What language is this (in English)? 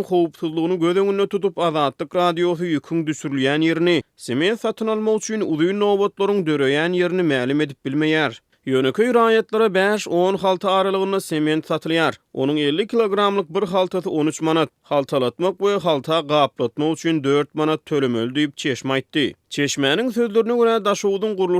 Turkmen